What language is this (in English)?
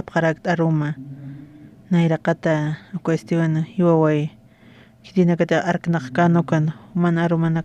Aymara